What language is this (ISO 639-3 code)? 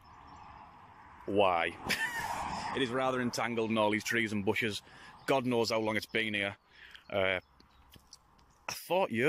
eng